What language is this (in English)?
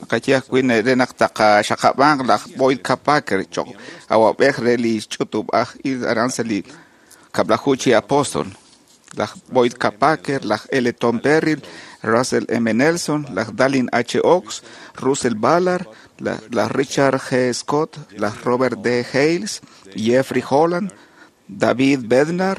Kekchí